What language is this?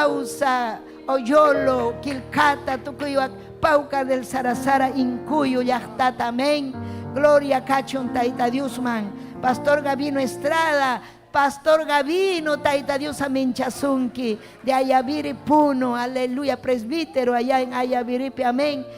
Ayacucho Quechua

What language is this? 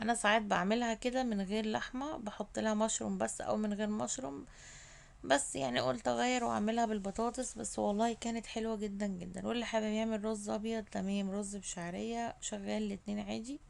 Egyptian Arabic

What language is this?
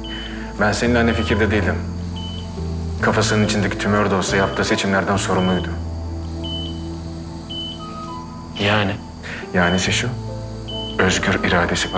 Turkish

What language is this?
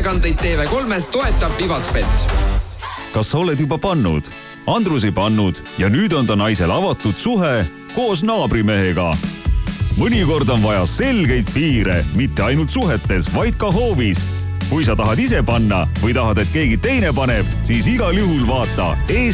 Estonian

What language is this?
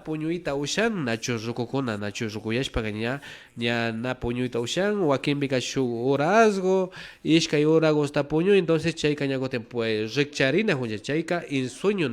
Imbabura Highland Quichua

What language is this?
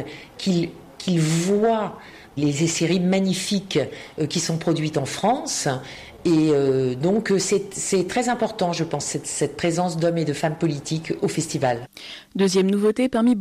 French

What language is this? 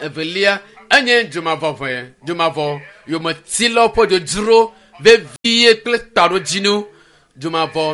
Ewe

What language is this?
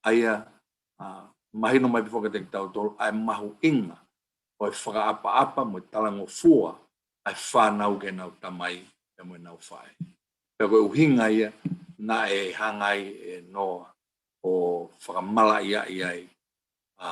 Tongan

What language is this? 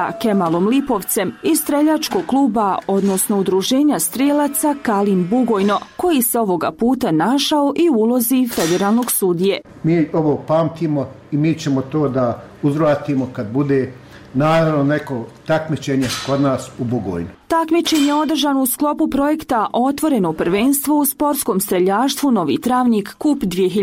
Bosnian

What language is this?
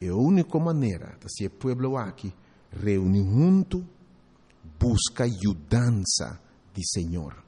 Papiamento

